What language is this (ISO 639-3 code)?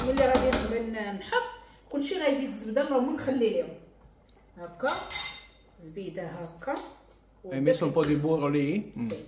ary